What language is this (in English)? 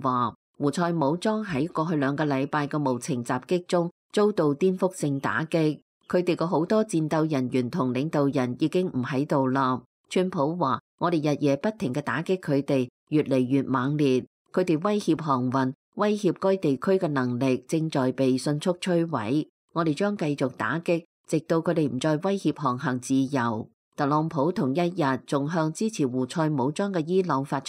Cantonese